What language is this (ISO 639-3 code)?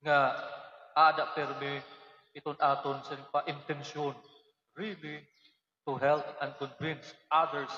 war